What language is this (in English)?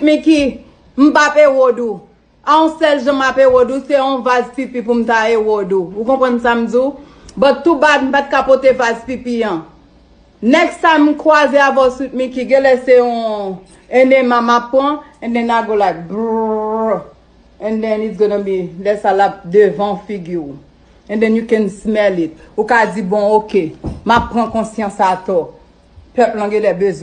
Haitian Creole